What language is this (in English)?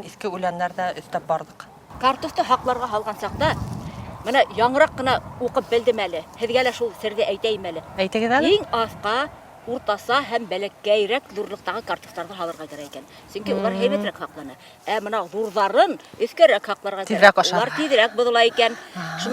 Bashkir